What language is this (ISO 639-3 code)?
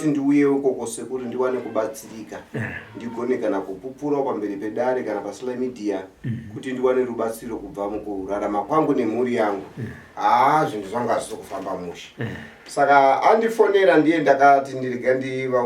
sna